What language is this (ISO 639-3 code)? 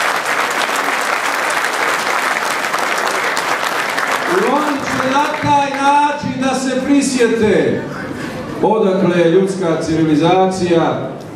bos